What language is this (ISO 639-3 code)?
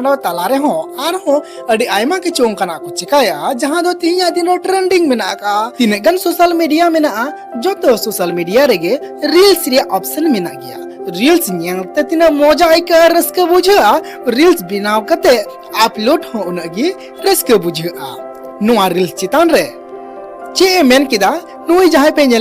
sat